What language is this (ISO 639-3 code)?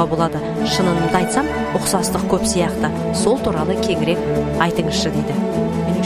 kaz